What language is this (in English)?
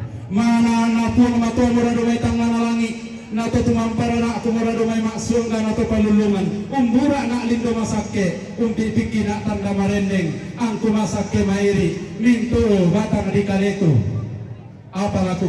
Toraja-Sa'dan